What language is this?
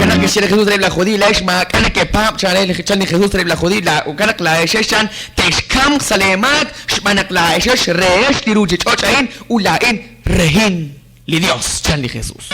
Kekchí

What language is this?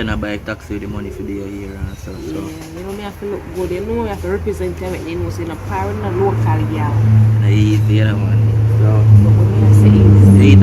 Jamaican Creole English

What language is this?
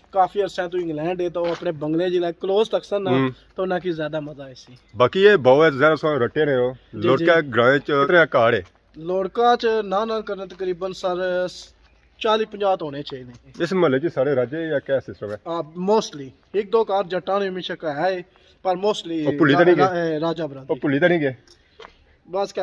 Pahari-Potwari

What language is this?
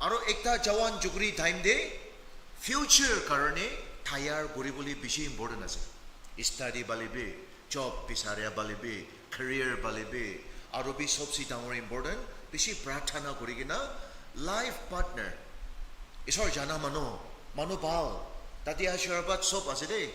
Naga Pidgin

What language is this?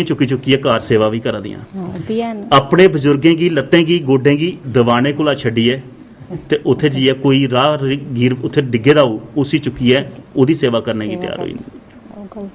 Dogri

